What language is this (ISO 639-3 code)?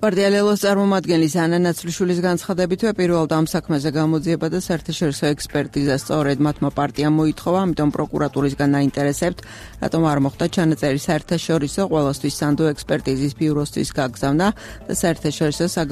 kat